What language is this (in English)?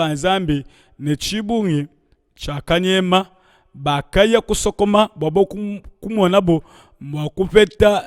Luba-Lulua